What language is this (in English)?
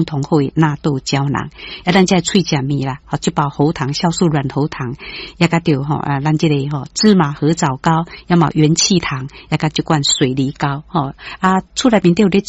Min Nan Chinese